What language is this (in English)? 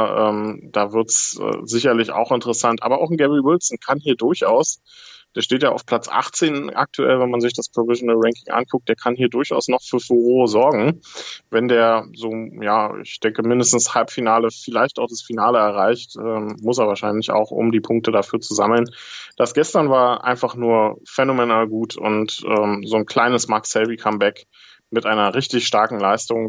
German